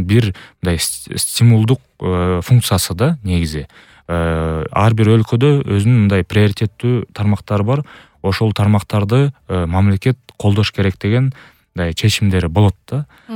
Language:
Kyrgyz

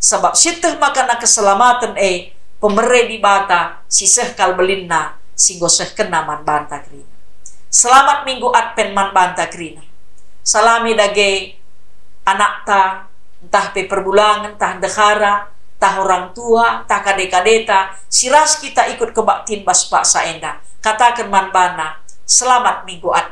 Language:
Batak Karo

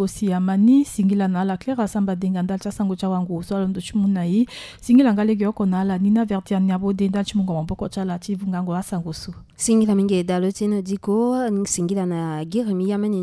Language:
Sango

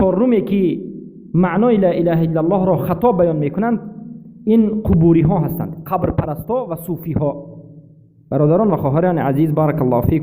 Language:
Persian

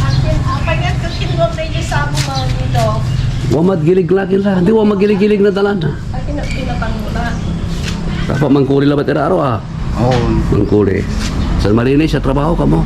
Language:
Pangasinan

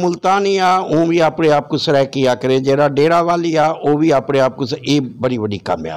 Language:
Saraiki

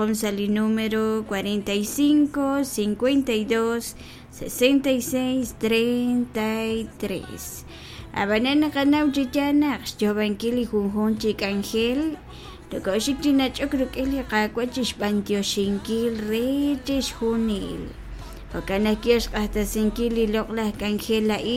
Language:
Kekchí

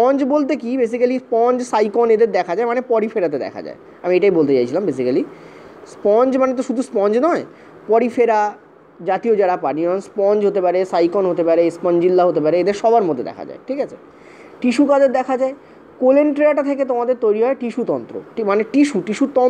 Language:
Bangla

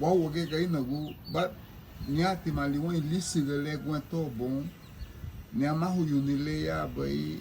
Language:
Garifuna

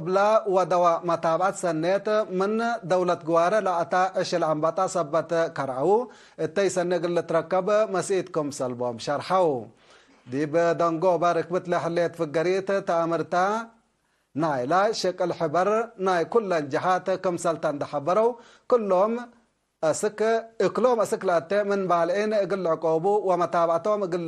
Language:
Tigre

